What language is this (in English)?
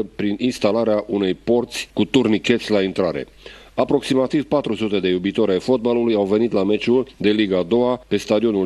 Romanian